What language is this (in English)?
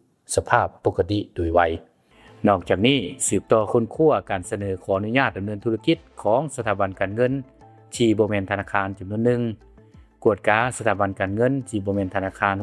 Lao